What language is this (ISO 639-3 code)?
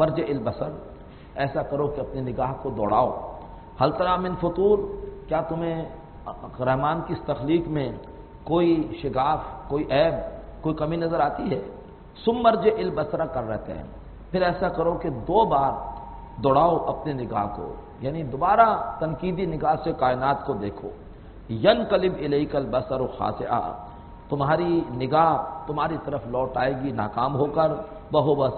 urd